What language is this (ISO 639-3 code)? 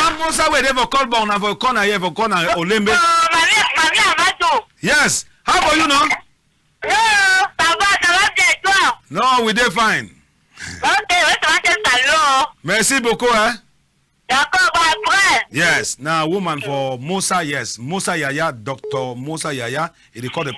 wes